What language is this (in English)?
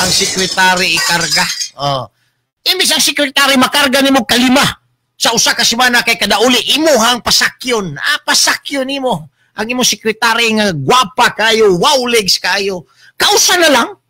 Cebuano